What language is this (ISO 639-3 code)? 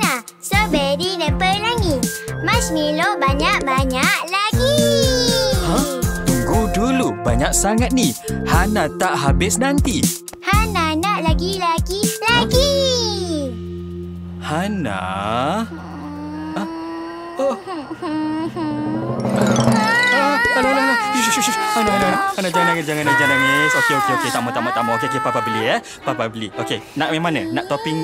msa